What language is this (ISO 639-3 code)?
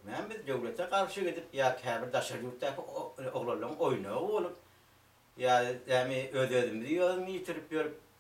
tuk